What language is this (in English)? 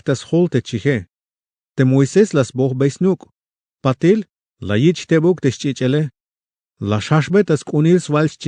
Tzeltal